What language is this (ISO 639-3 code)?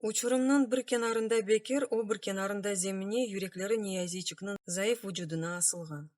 crh